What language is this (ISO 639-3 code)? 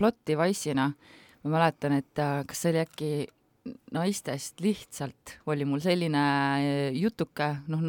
est